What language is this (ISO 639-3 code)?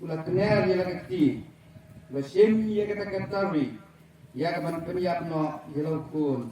kha